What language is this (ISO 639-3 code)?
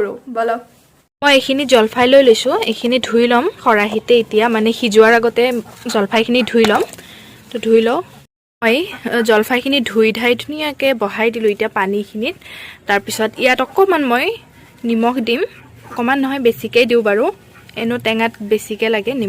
asm